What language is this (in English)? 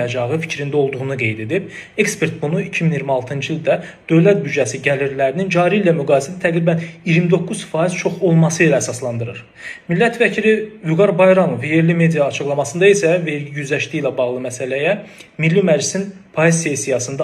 Azerbaijani